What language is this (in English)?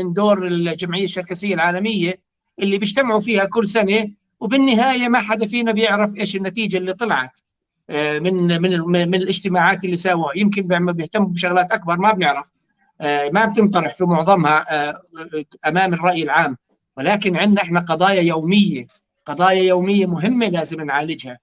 North Levantine Arabic